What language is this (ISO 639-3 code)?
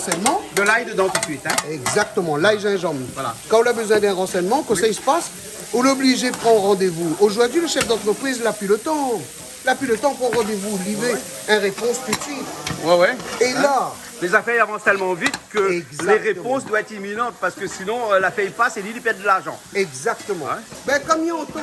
rcf